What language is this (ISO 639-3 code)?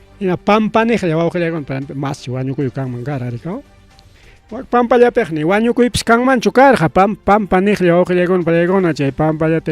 quy